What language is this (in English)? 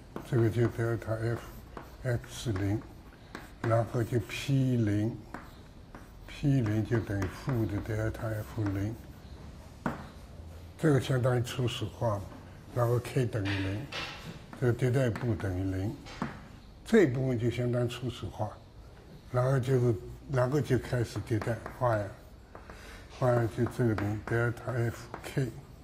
Chinese